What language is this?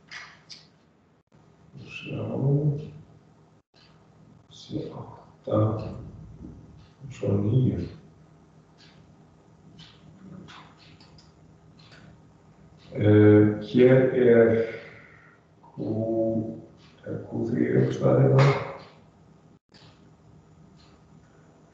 Icelandic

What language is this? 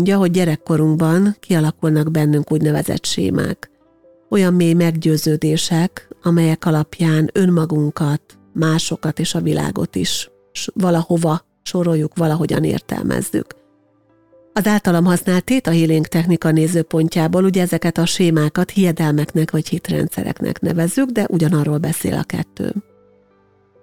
Hungarian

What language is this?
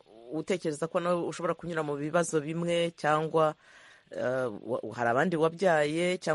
Kinyarwanda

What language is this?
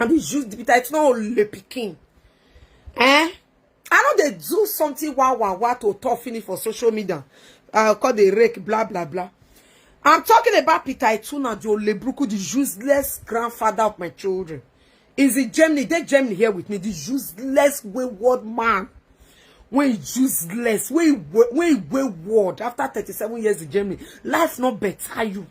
Nigerian Pidgin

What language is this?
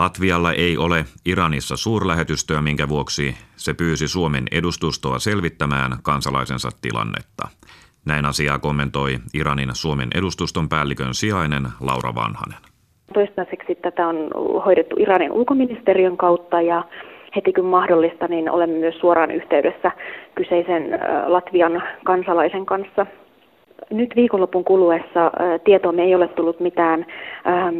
Finnish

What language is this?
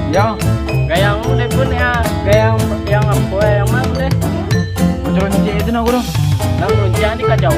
Minangkabau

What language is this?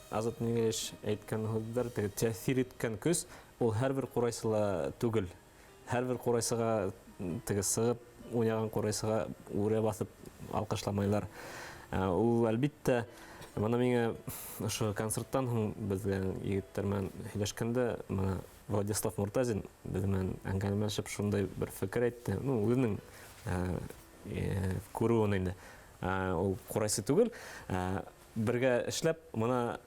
Bashkir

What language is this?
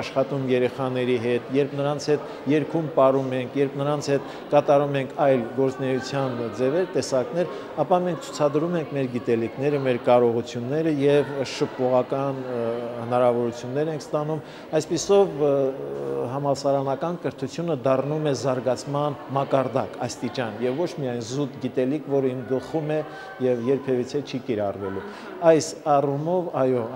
Armenian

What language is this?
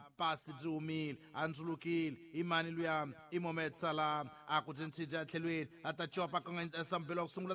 Tsonga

